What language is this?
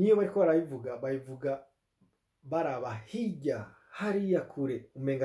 Rundi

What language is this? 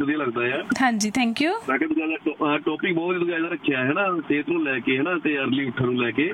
Punjabi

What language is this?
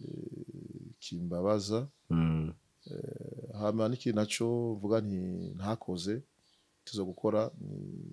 Rundi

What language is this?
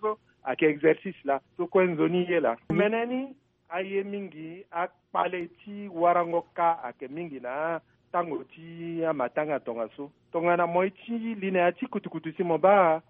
Sango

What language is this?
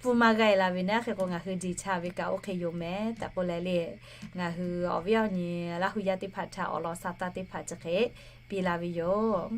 Lahu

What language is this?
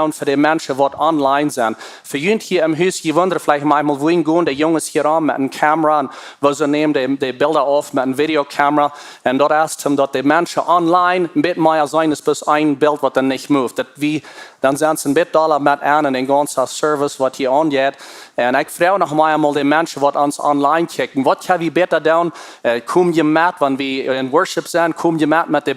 Plautdietsch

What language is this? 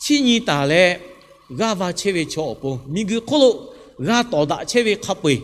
Lahu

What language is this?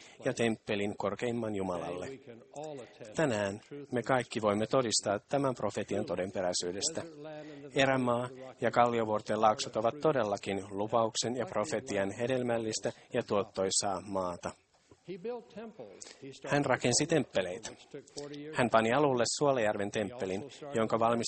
Finnish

